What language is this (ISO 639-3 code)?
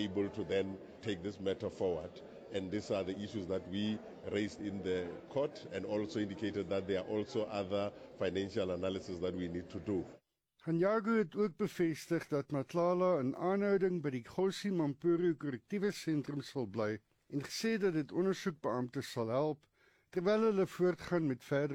afr